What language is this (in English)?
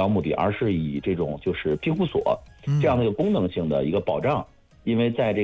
Chinese